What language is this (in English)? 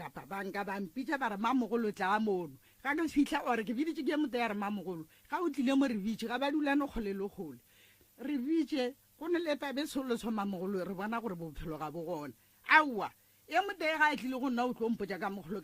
Northern Sotho